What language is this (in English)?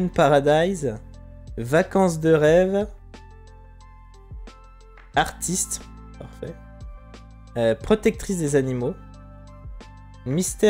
French